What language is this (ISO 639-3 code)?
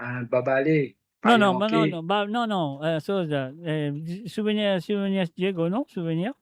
mfe